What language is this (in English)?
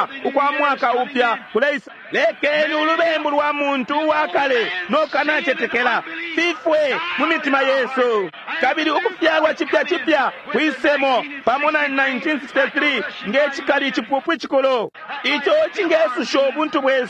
Bemba